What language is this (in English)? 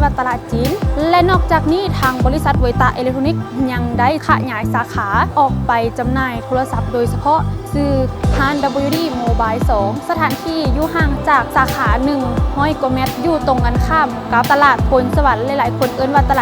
Lao